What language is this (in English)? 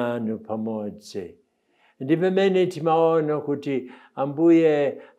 Nyanja